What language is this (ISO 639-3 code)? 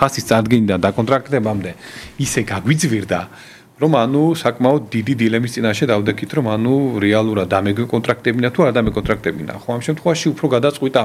kat